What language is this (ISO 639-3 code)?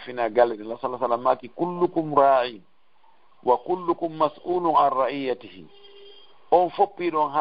ful